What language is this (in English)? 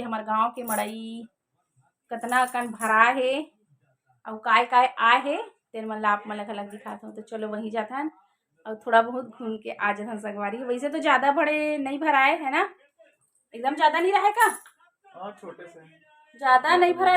Chhattisgarhi